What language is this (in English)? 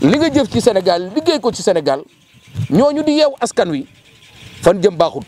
Wolof